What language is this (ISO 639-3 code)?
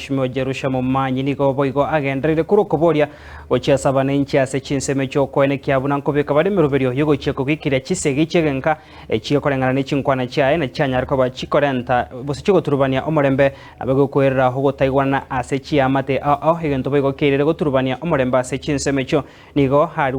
guz